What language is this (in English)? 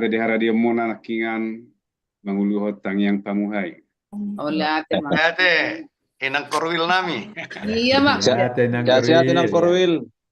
Batak Toba